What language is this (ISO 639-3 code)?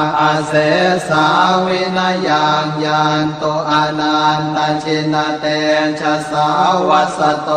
pli